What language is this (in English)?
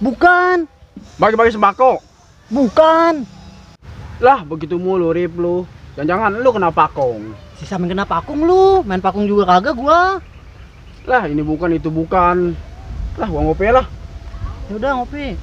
Betawi